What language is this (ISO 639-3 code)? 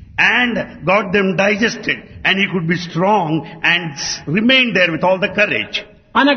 tel